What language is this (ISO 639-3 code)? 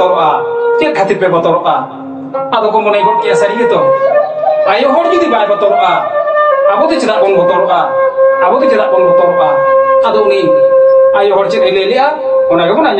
sat